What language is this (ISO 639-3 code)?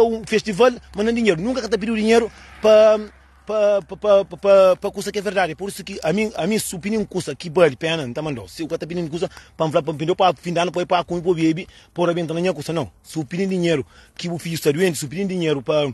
kea